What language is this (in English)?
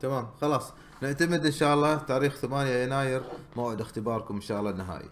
Gulf Arabic